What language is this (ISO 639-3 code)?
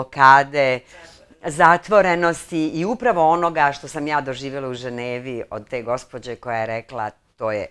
bos